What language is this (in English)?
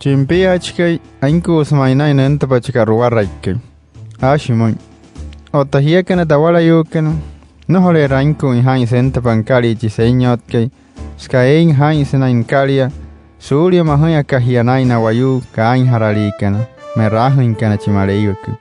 Wayuu